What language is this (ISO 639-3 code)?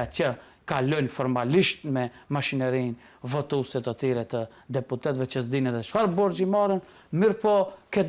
sqi